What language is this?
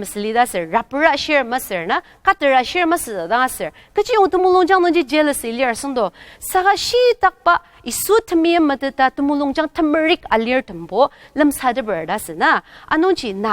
Ao Naga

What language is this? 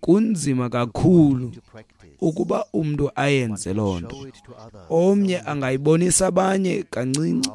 Xhosa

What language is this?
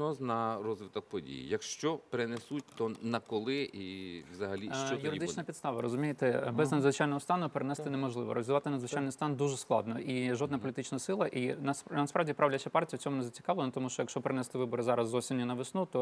Ukrainian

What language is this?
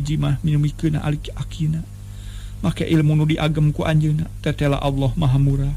Sundanese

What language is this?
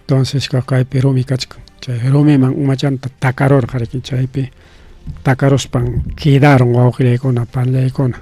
Ayacucho Quechua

